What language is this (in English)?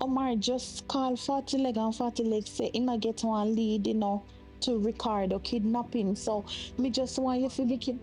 Jamaican Creole English